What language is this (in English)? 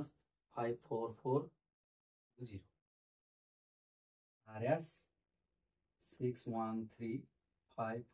Nepali